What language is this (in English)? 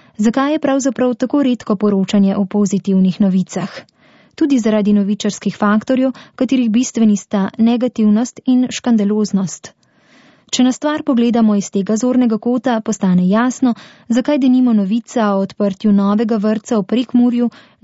Slovenian